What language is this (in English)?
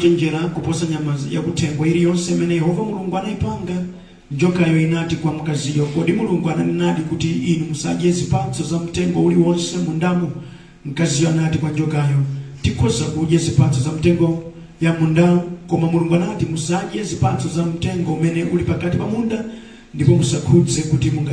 Nyanja